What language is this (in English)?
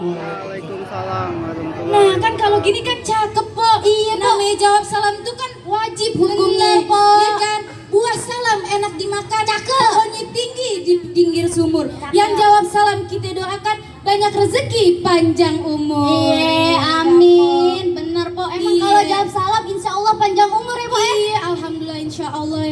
Betawi